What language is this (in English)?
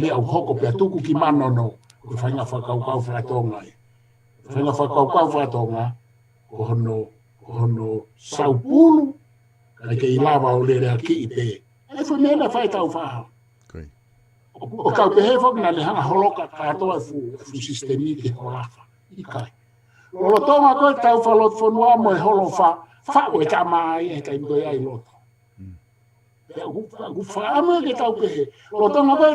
Tongan